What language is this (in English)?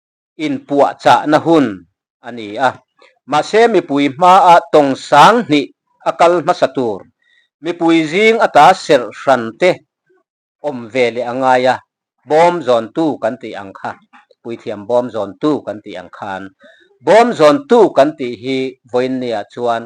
Mizo